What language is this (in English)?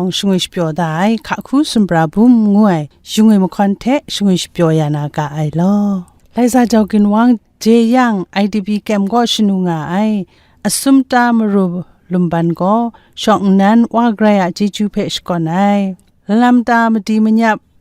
Kachin